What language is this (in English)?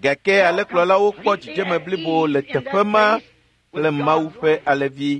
Ewe